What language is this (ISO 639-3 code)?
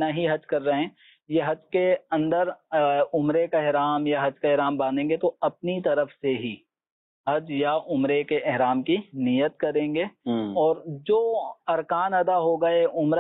urd